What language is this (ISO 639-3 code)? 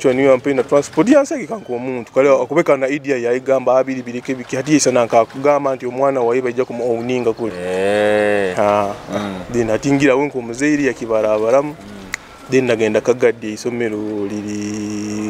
nyo